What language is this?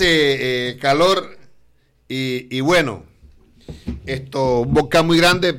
Spanish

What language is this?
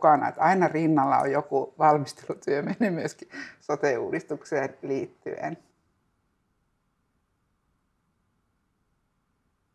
Finnish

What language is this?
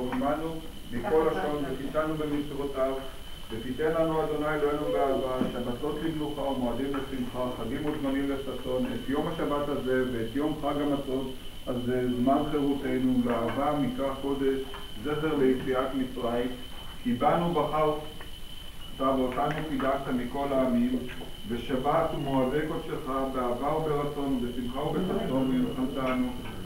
Hebrew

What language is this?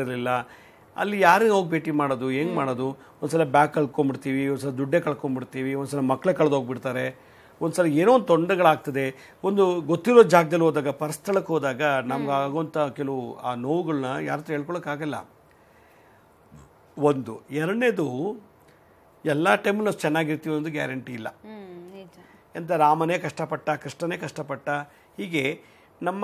Kannada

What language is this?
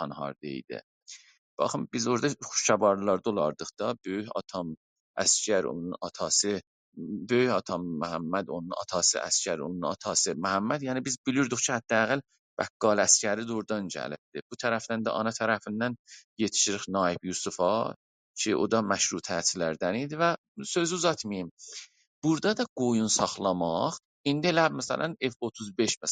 South Azerbaijani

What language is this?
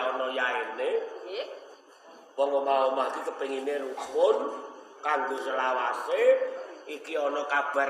Javanese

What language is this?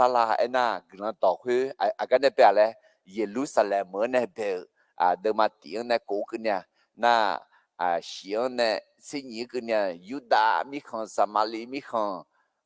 Akha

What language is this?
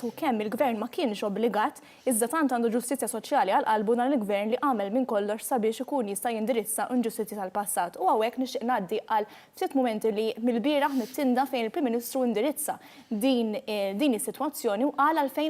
Maltese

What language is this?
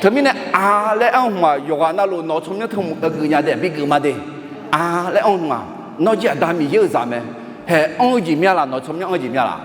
Akha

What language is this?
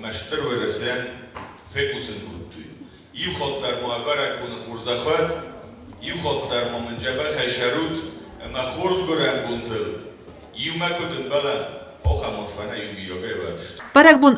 Ossetic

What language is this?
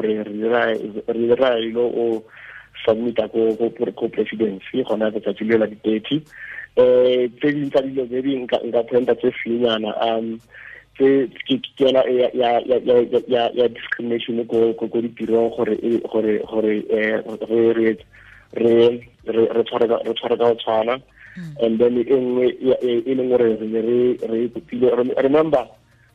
Tswana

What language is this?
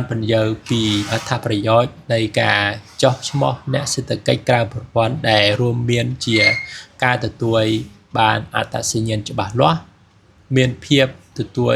Khmer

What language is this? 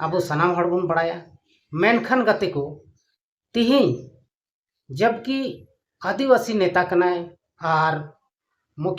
Santali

